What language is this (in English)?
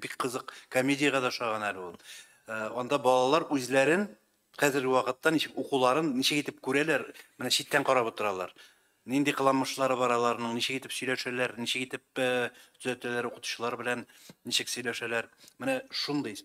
Tatar